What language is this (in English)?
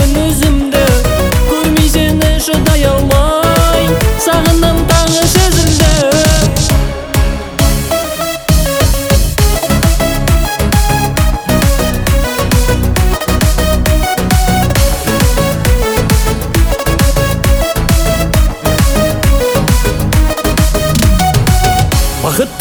Kazakh